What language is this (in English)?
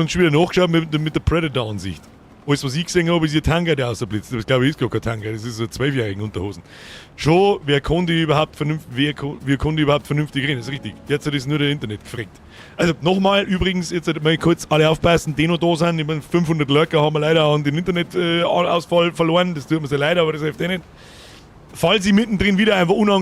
Bavarian